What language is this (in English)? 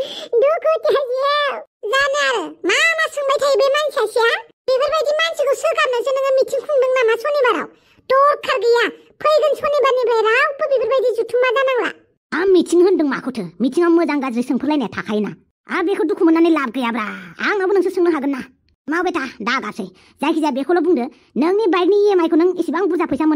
Bodo